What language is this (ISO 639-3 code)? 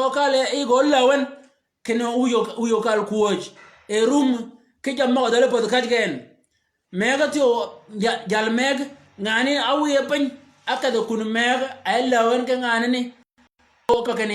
shk